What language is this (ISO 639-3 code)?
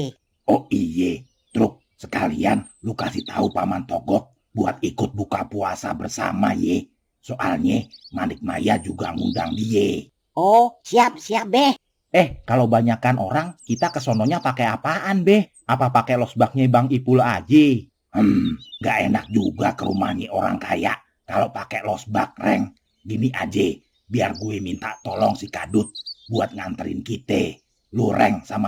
bew